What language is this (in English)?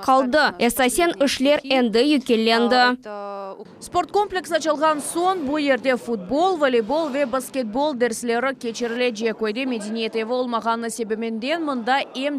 Crimean Tatar